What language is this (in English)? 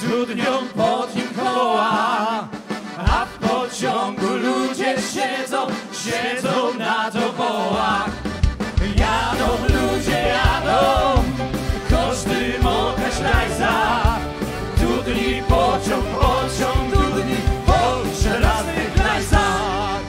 Silesian